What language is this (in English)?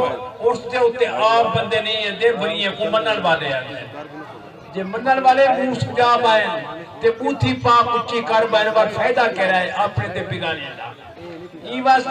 Saraiki